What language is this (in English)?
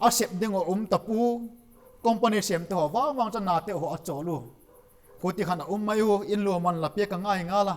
Vaiphei